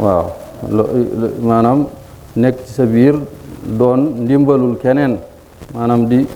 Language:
Wolof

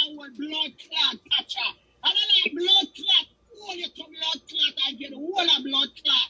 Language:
Jamaican Creole English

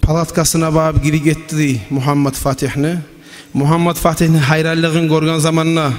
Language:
Kumyk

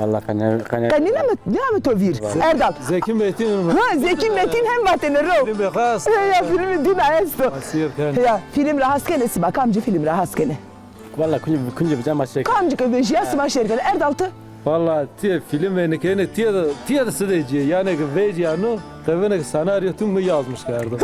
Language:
Zaza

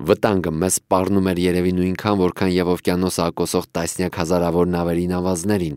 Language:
Armenian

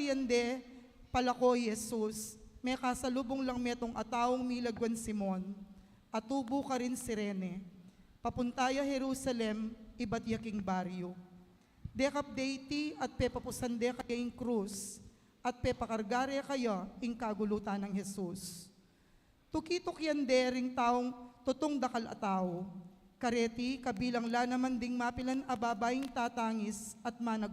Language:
Pampanga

